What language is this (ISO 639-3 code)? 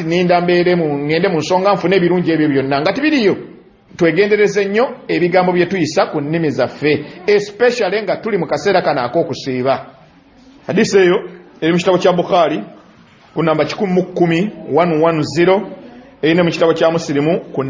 lug